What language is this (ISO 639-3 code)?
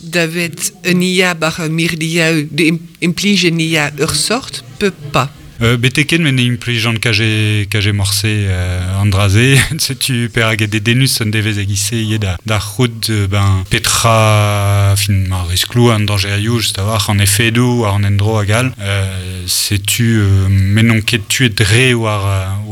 bre